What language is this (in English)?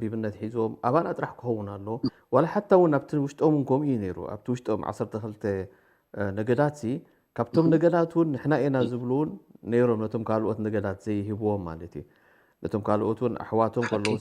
Tigrinya